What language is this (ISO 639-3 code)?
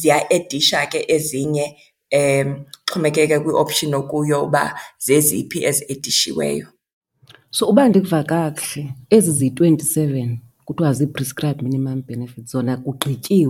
xho